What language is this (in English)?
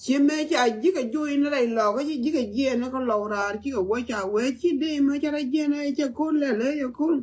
Nuer